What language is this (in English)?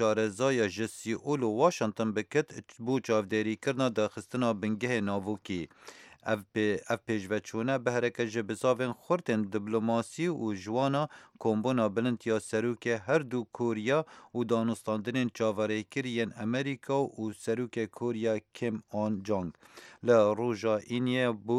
Kurdish